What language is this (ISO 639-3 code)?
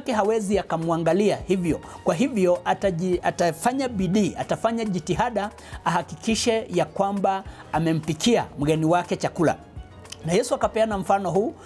swa